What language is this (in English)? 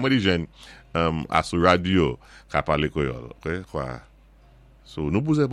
Saint Lucian Creole French